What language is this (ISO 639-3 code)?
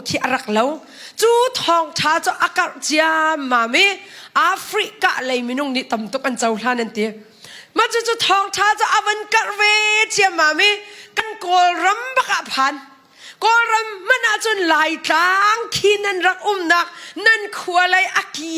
cnh